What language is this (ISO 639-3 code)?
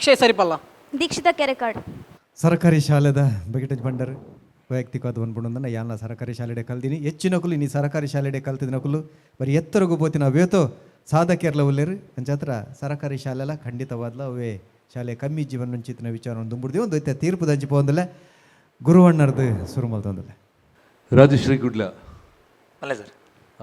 tcy